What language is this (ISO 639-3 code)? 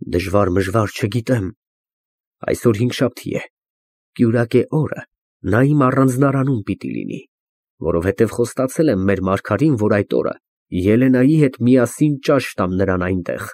hye